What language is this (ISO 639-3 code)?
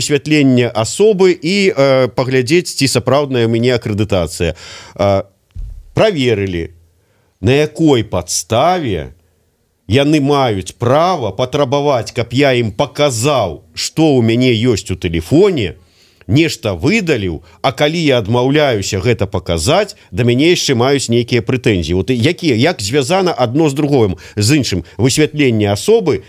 bel